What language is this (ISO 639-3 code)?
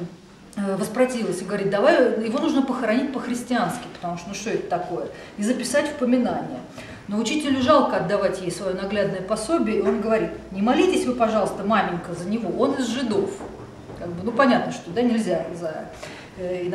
rus